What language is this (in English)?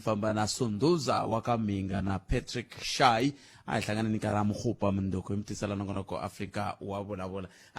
Tsonga